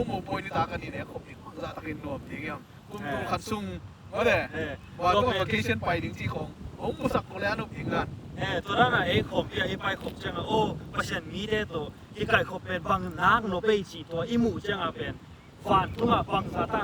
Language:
Tedim Chin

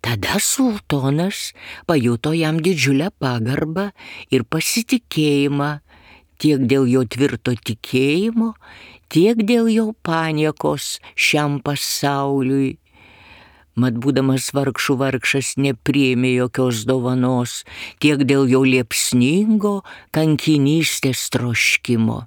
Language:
Lithuanian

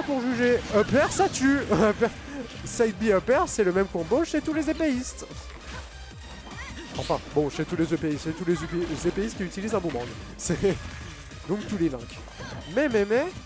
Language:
French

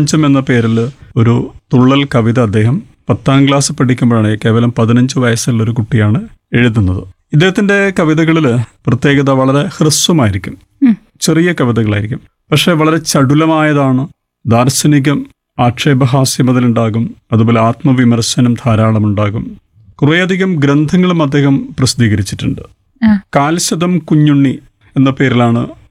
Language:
Malayalam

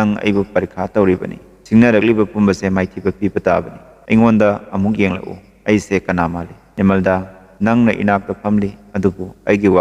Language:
Manipuri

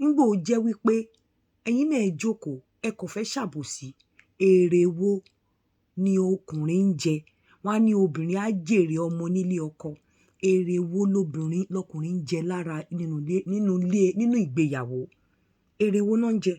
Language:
Yoruba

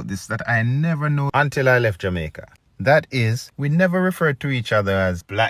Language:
Jamaican Creole English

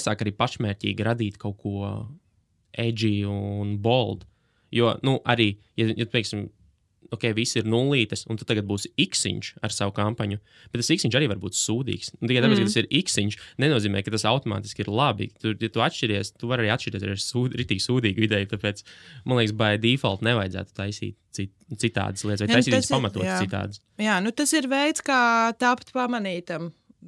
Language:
Latvian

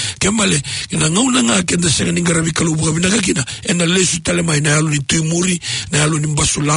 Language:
Fijian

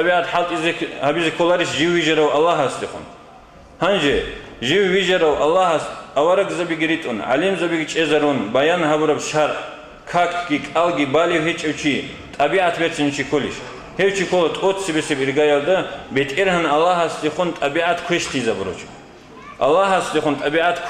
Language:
Avaric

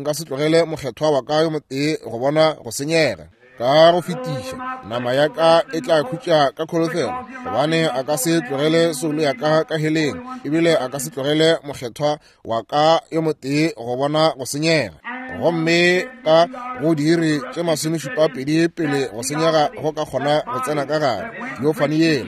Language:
Northern Sotho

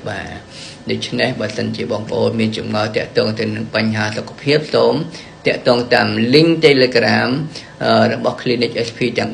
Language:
Khmer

